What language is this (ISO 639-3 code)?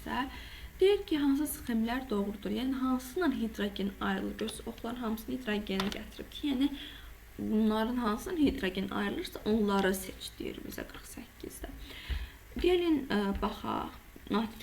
aze